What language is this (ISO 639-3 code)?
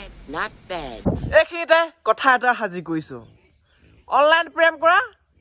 asm